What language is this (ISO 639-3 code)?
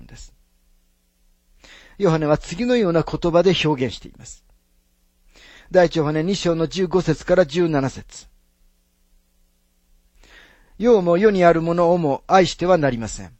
jpn